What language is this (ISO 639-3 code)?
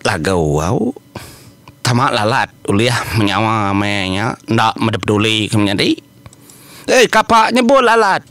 iba